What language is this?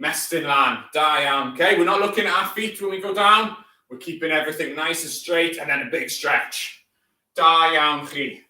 Welsh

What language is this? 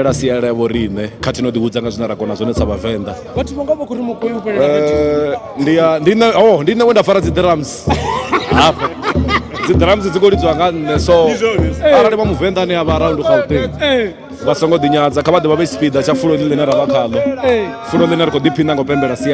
Venda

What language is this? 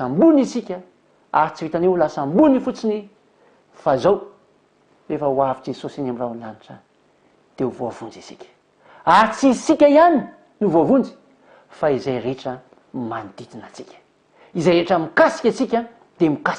Malagasy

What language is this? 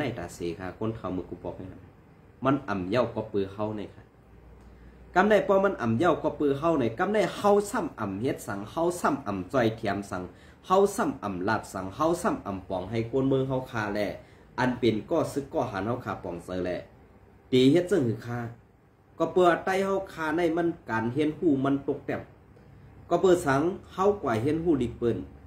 Shan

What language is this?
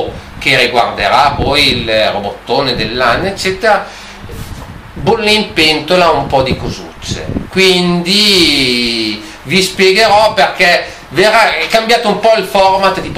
Italian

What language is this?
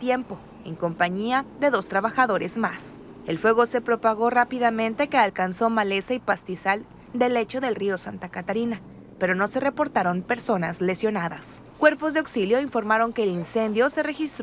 Spanish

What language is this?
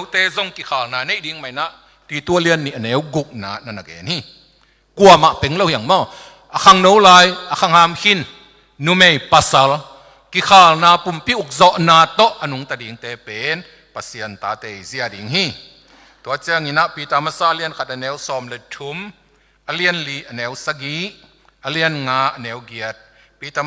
Tedim Chin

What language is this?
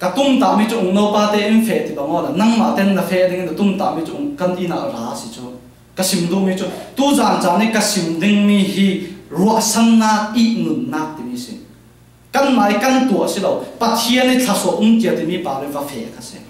Falam Chin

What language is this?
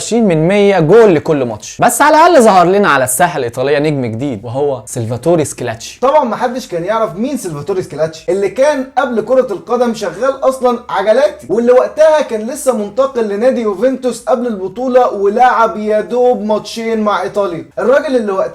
Egyptian Arabic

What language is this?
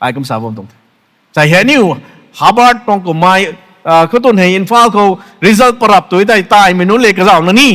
Rongmei Naga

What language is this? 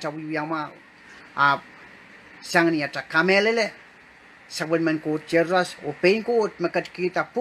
Pohnpeian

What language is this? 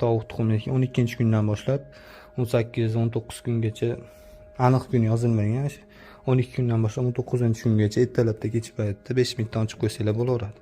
Uzbek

